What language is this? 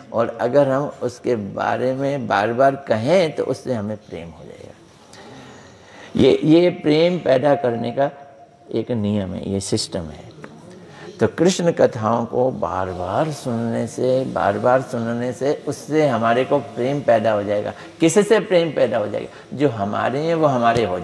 Hindi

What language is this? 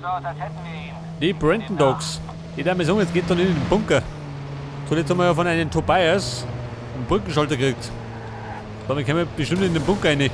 Bavarian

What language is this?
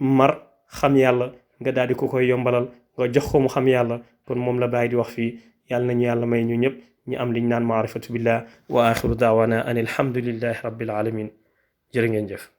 Wolof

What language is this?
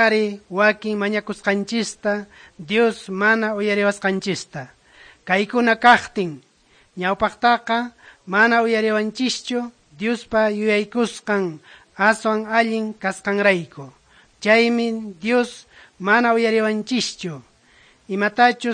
Quechua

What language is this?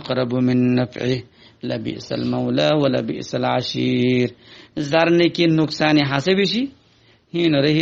Rohingya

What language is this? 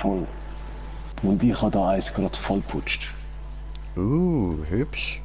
Swiss German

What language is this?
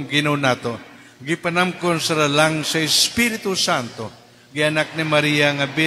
Cebuano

